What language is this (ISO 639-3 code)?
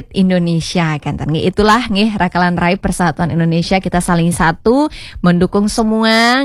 ban